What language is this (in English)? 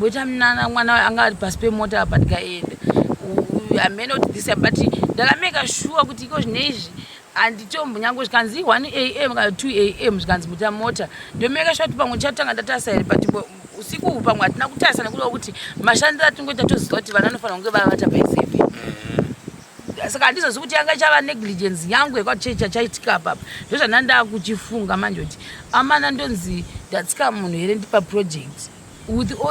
Shona